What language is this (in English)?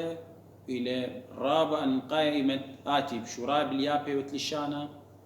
Assyrian Neo-Aramaic